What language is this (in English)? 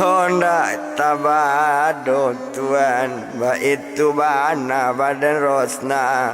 Minangkabau